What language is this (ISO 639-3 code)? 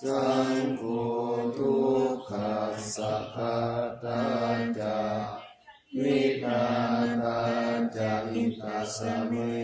pli